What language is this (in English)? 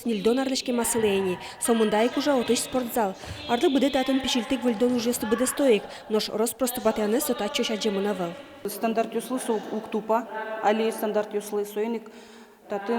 Udmurt